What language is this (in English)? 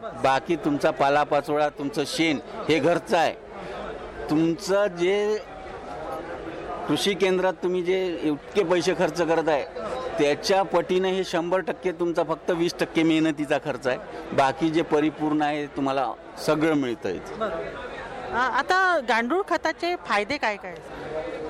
Marathi